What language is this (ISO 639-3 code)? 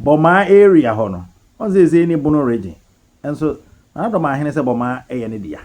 aka